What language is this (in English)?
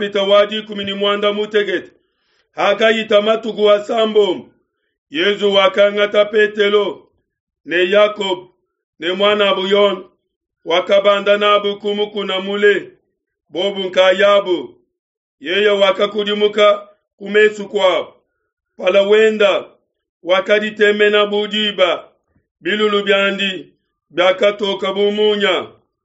Luba-Lulua